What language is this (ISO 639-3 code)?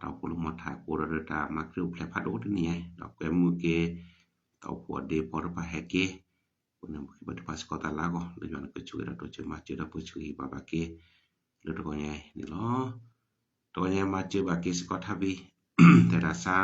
ksw